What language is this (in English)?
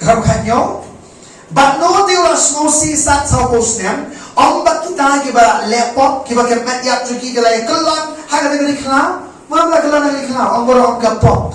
Khasi